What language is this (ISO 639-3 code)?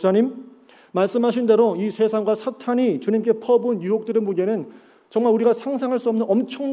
kor